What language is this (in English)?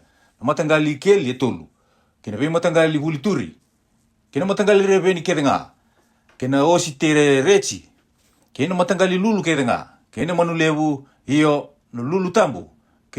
Fijian